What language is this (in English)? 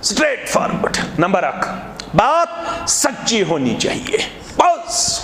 Kashmiri